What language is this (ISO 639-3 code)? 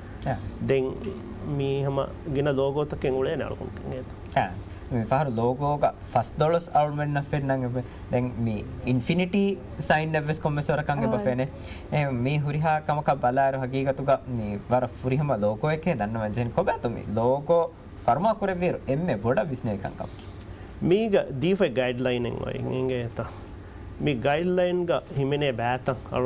div